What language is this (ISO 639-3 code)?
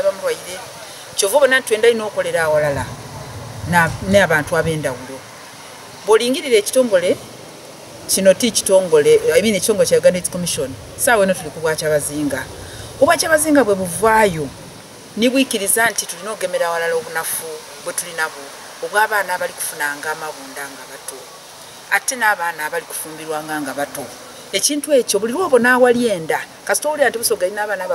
xog